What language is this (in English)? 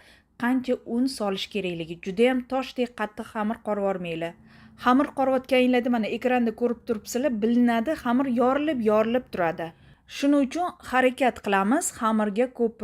Uzbek